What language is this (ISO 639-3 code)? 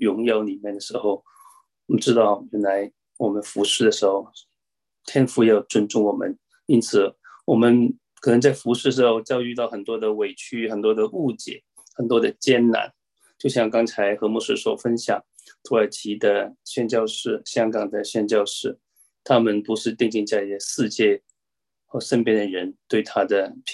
zho